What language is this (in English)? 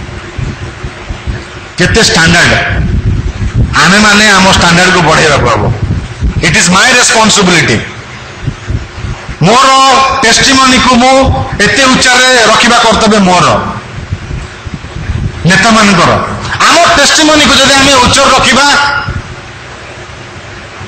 Odia